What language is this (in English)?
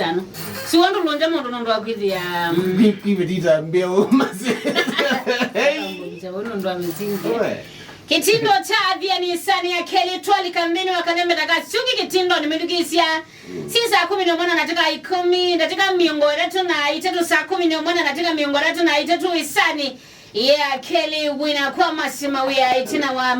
Kamba